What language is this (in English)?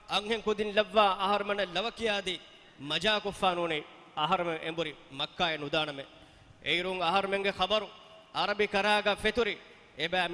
Divehi